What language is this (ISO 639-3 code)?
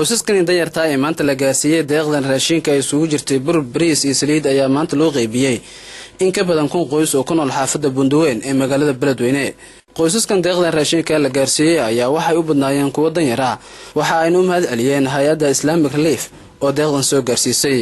som